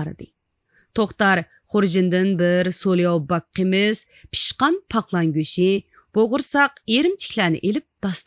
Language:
Uyghur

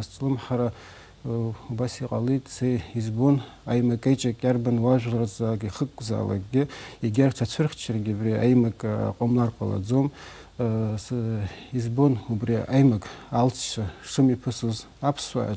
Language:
Abkhazian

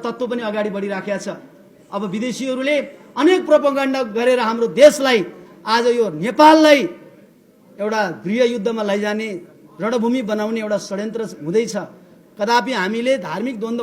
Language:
Nepali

